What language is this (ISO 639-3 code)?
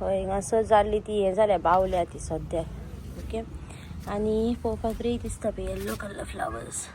kok